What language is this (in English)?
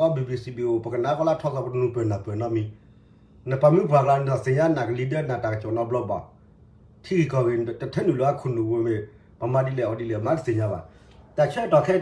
S'gaw Karen